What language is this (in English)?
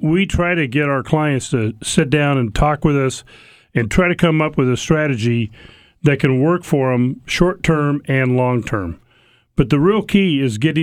English